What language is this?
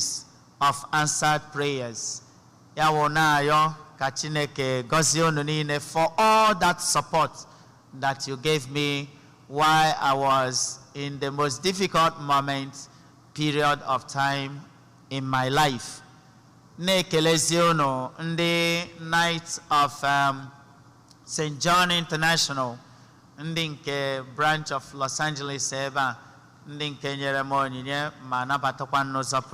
Igbo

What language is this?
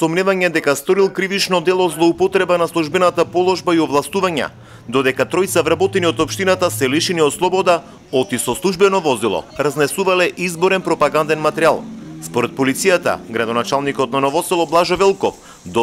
Macedonian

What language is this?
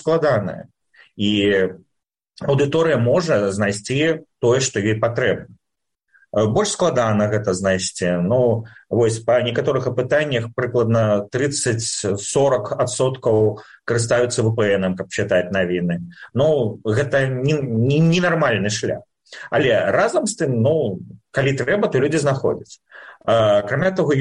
Belarusian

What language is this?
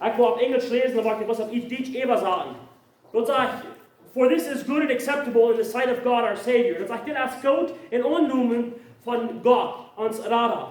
Plautdietsch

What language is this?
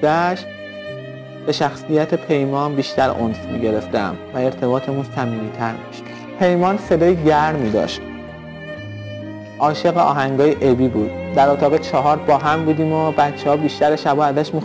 Persian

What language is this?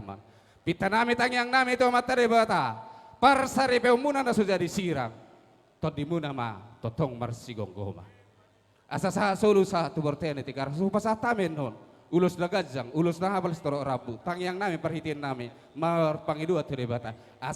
Batak Toba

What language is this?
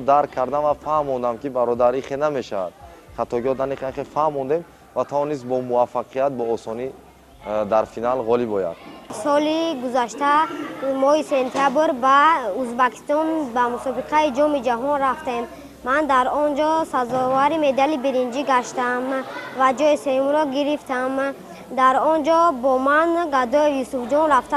Tajik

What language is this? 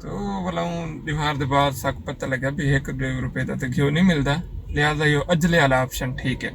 Saraiki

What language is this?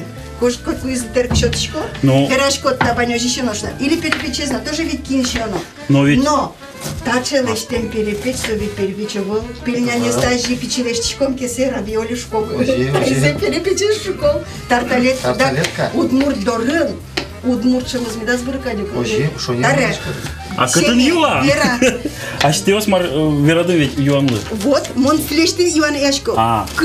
Udmurt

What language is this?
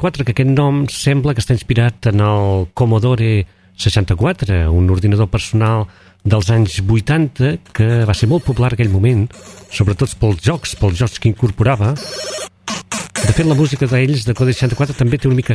Catalan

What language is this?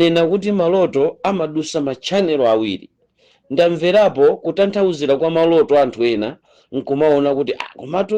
Nyanja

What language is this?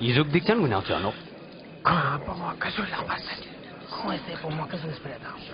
Ladakhi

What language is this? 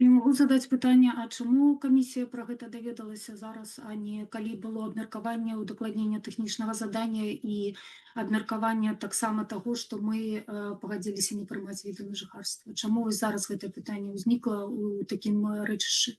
Belarusian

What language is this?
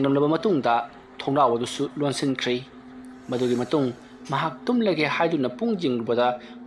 Manipuri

